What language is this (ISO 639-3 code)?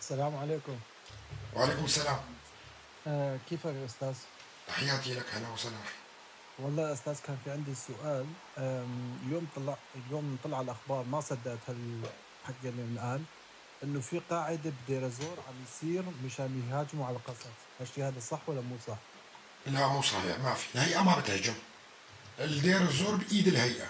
apc